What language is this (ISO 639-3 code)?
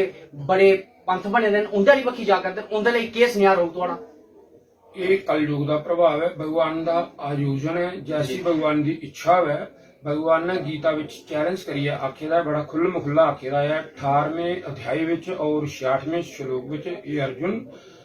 doi